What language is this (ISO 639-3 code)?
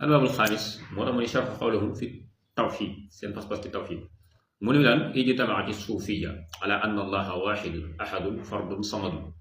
wol